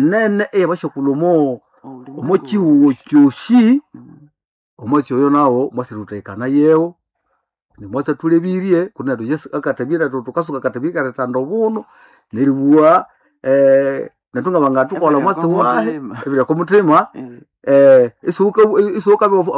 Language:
Nande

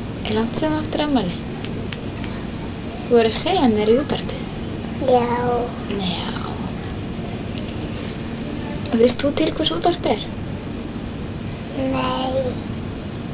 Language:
Icelandic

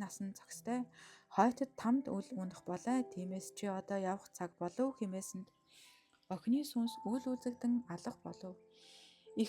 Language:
Mongolian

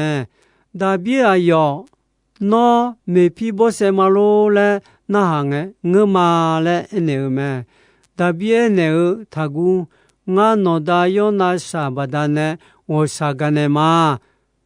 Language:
Akha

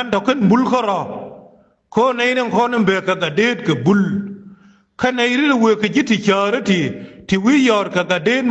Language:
Nuer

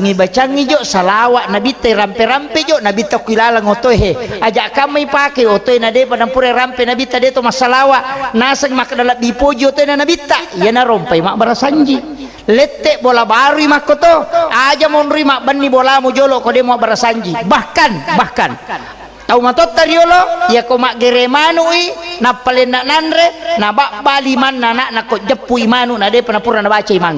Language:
Buginese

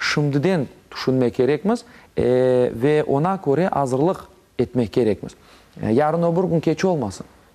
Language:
Crimean Tatar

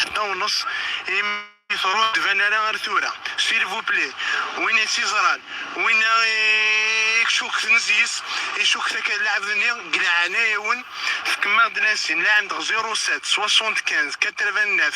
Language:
Kabyle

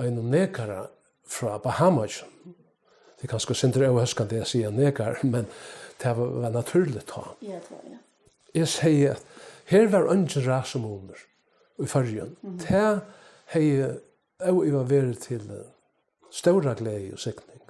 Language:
Faroese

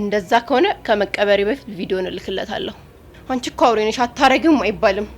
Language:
Amharic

